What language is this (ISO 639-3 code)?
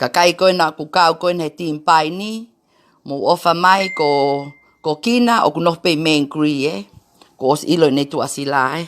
ton